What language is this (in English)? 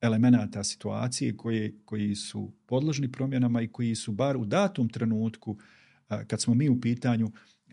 Bosnian